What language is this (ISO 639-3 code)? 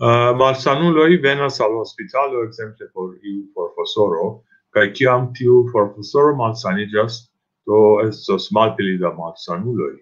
epo